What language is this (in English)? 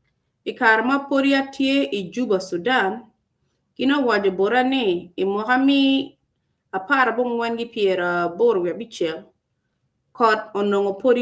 Acoli